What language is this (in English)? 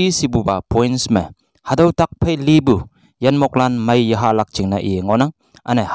Konyak Naga